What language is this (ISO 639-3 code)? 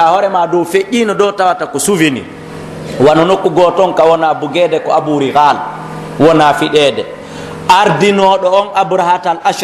fuf